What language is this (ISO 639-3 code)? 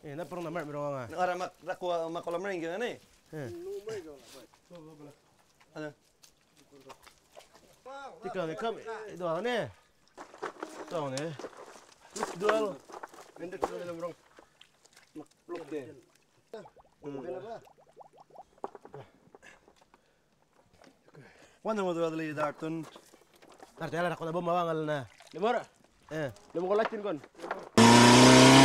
msa